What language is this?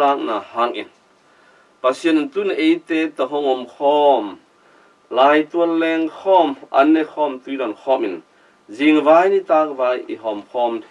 Tedim Chin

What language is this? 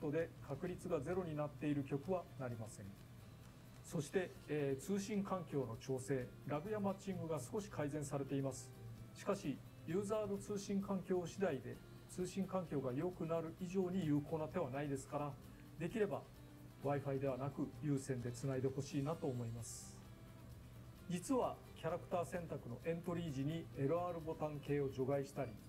Japanese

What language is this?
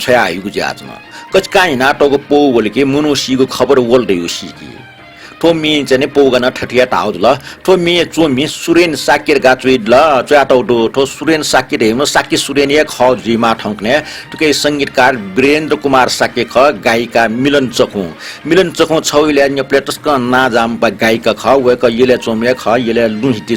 Newari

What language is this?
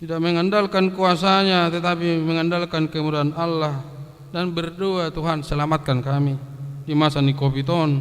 Batak Toba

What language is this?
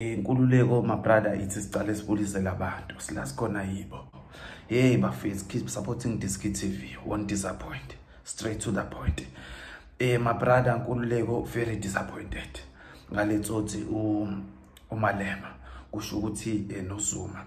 Zulu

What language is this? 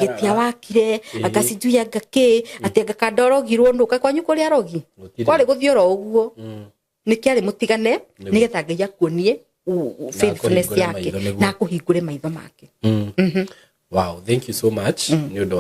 Kikuyu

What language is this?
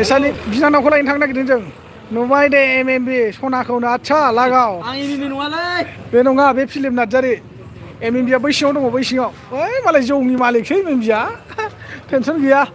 Bodo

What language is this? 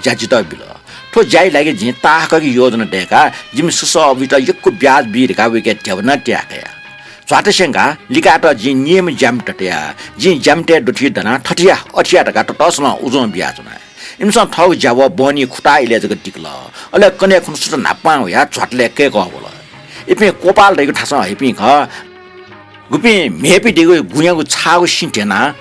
Newari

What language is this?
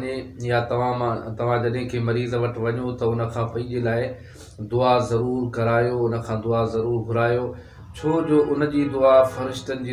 Sindhi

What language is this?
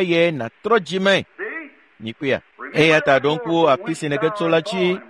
Ewe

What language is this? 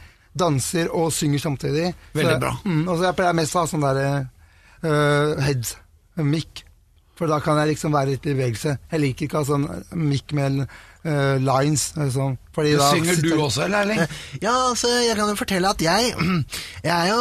Norwegian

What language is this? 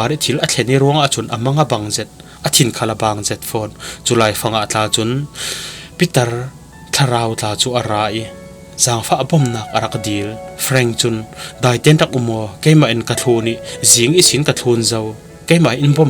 Falam Chin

